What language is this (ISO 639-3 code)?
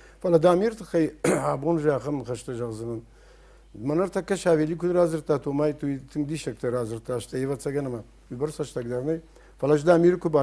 oss